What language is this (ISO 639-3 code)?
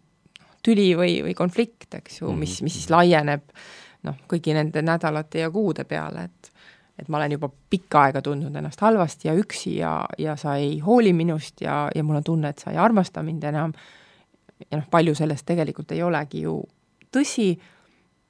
est